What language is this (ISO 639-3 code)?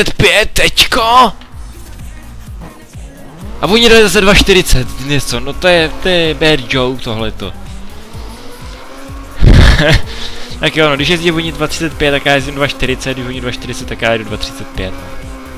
ces